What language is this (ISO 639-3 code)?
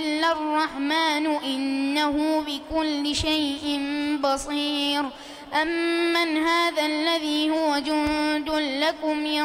ara